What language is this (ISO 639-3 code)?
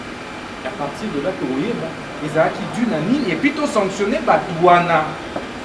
lin